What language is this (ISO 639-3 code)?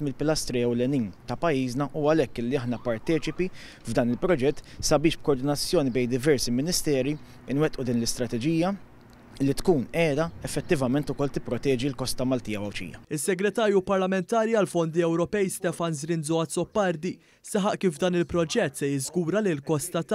mlt